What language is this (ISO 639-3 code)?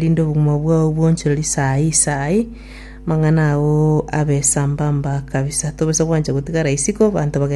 guz